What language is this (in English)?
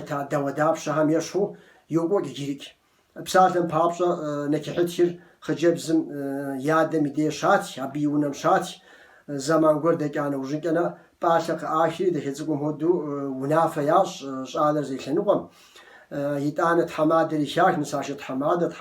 Kabardian